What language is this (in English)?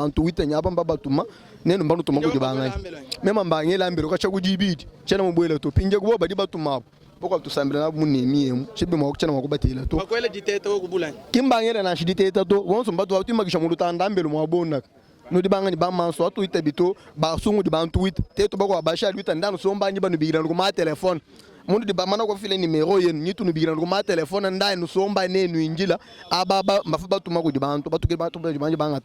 Luba-Lulua